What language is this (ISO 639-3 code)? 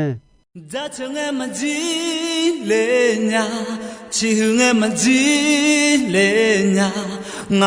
ahk